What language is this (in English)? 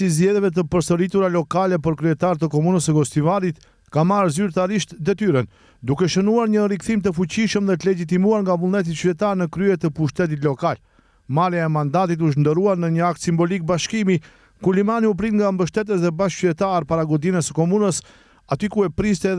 Albanian